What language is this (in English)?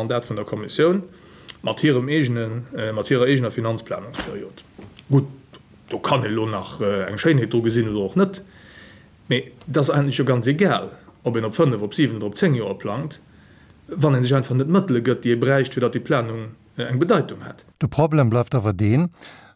Luxembourgish